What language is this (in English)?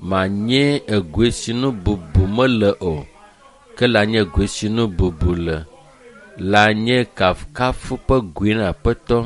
Ewe